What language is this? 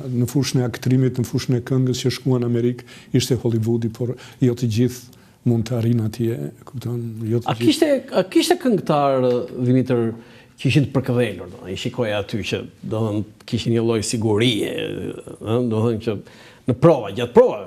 Albanian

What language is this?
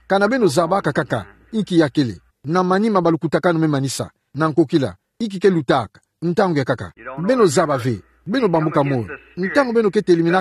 Kituba (Democratic Republic of Congo)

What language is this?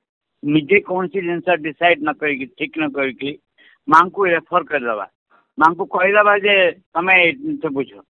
Odia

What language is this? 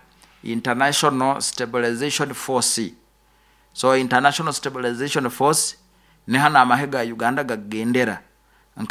Nyoro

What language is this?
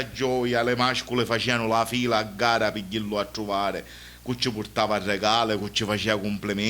Sicilian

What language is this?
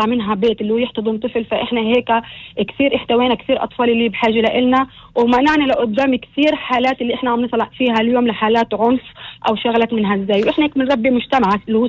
North Levantine Arabic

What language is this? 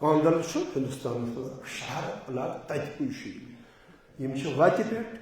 Kashmiri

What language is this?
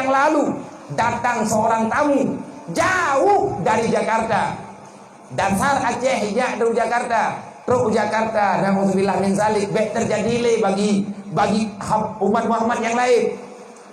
Achinese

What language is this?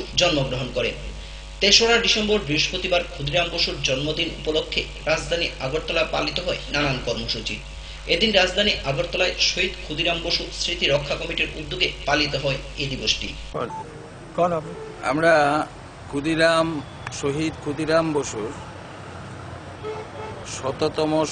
Bangla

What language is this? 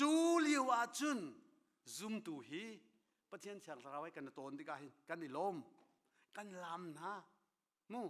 Hakha Chin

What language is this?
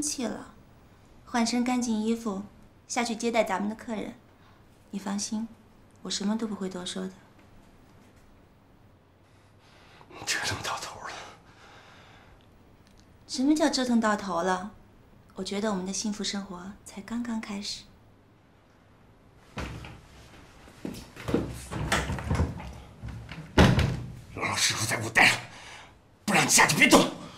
Chinese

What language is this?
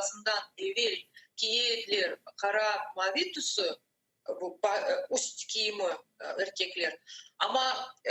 Crimean Tatar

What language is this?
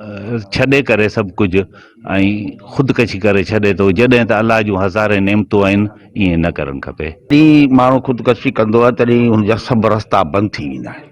Sindhi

